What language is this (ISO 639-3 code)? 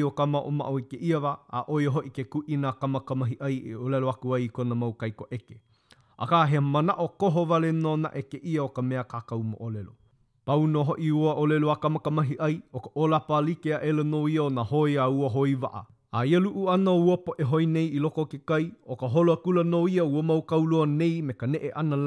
haw